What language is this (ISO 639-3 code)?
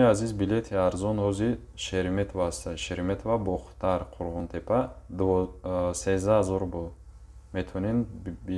tgk